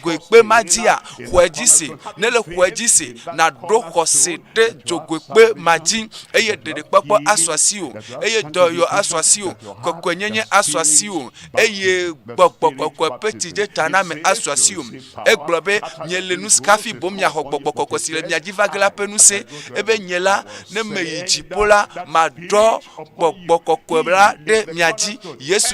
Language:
Ewe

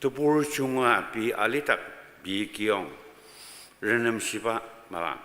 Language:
Ao Naga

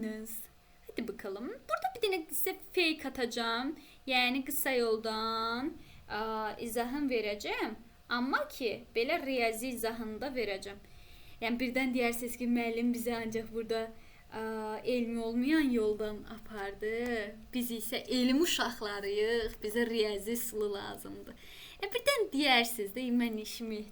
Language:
Azerbaijani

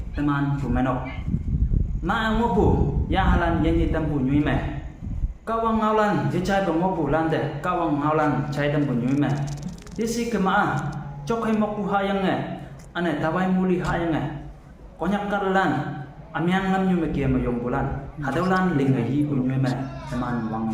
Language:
Konyak Naga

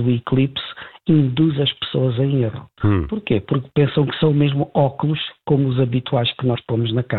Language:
Portuguese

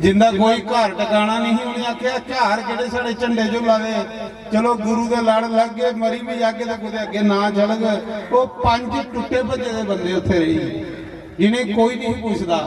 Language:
Dogri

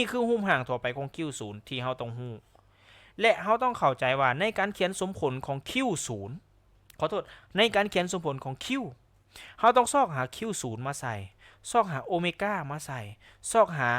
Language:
Lao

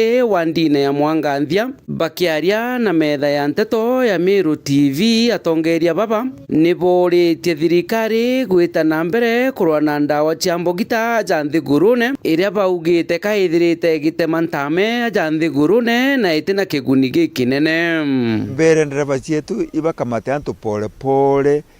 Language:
Meru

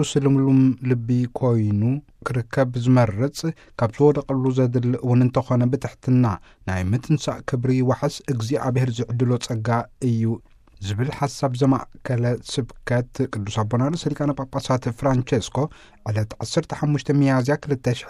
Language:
Tigrinya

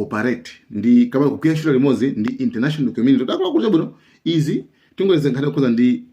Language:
Nyanja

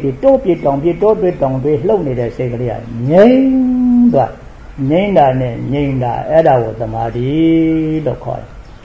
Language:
Burmese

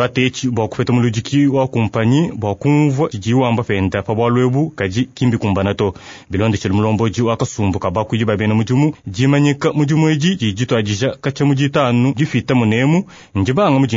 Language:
Luba-Lulua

